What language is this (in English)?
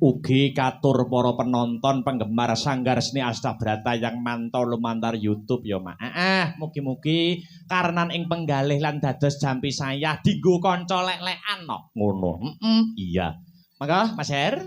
Javanese